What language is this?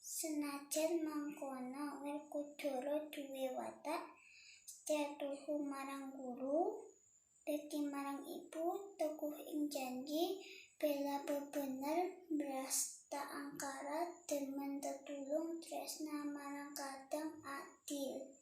Javanese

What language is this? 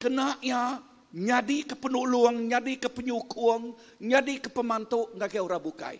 Iban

